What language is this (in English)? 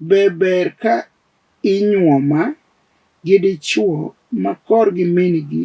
Luo (Kenya and Tanzania)